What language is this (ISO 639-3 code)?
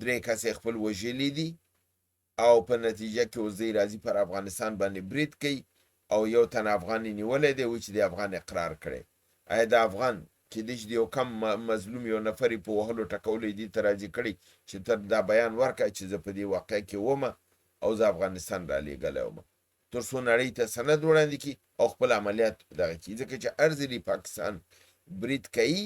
pus